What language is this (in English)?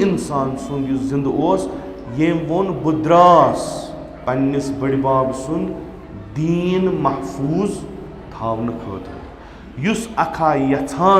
Kashmiri